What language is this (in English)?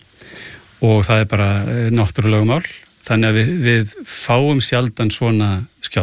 Icelandic